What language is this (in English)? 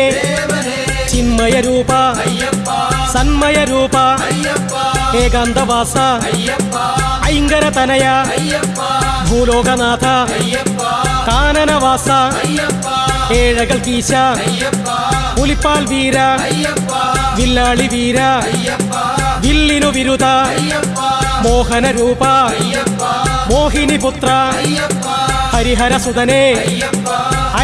Malayalam